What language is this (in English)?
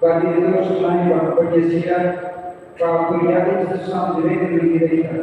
Tetum